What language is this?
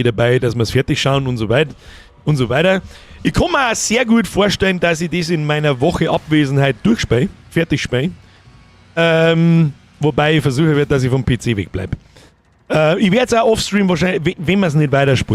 Bavarian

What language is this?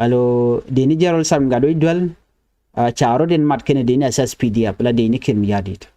Nuer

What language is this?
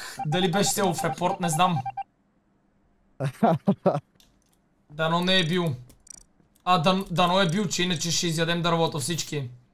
Bulgarian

